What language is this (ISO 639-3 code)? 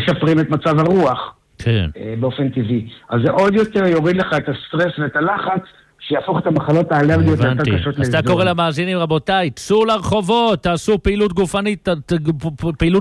heb